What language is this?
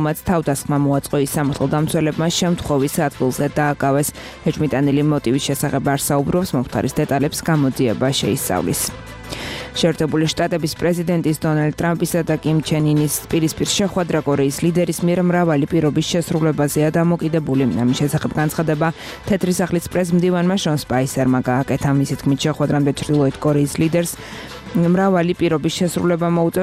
Georgian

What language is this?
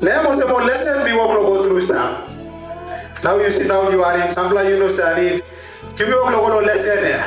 Tok Pisin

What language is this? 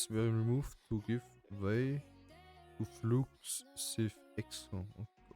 Bavarian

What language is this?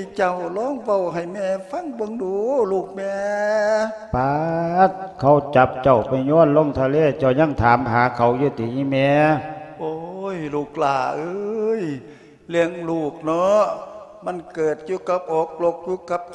Lao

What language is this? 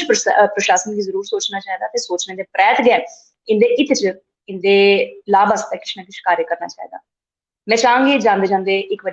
Dogri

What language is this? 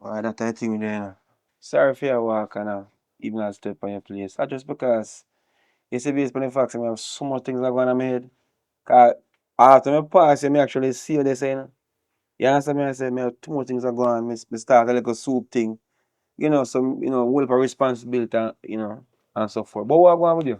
Jamaican Creole English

